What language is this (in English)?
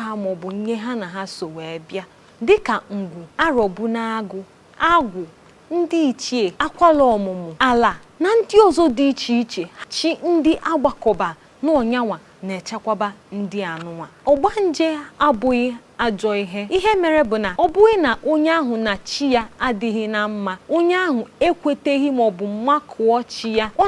Igbo